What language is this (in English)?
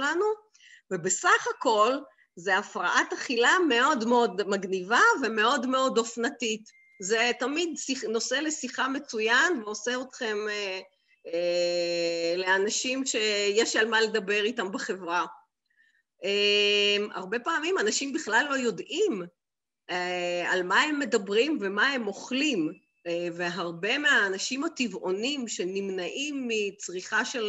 Hebrew